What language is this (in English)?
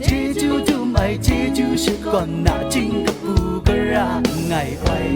Kachin